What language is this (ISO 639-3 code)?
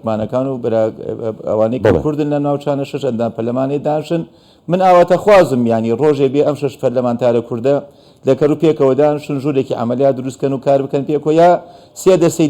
ckb